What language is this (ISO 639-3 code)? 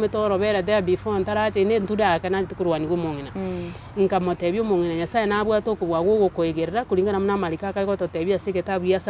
guz